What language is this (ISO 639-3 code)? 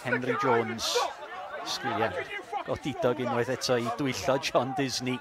cym